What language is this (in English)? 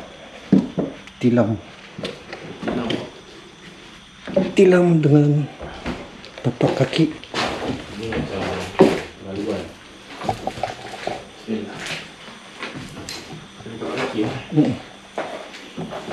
Malay